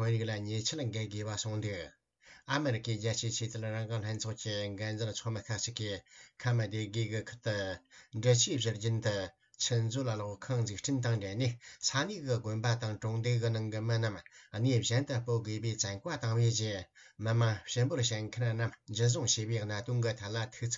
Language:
Tibetan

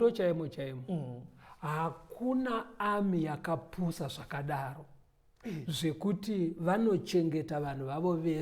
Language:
Shona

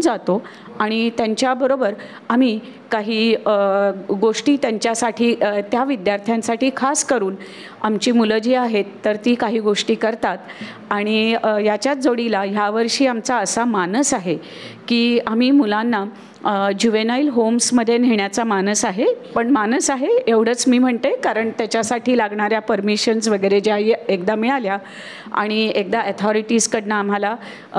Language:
Marathi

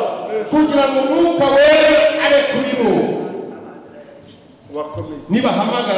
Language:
Kinyarwanda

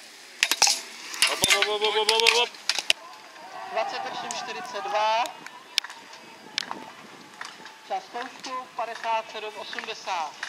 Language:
Czech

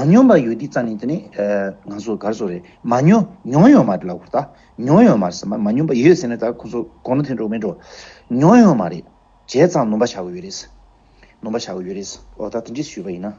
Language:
Tibetan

